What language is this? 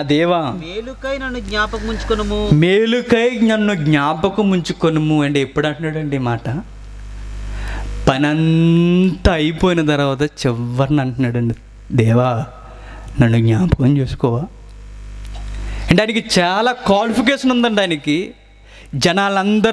Telugu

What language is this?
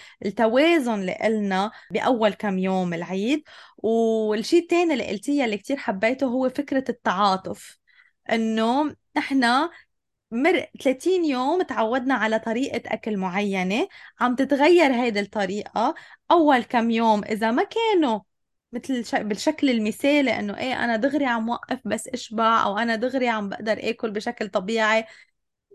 North Levantine Arabic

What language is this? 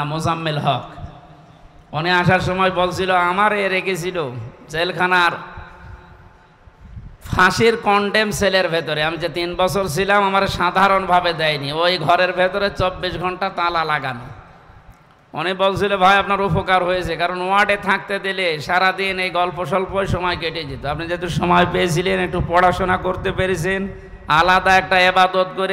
Bangla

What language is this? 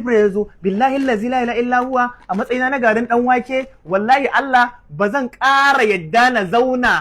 Hausa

